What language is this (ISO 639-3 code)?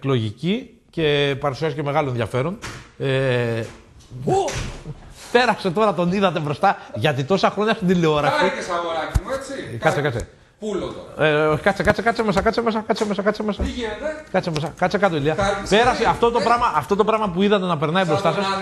ell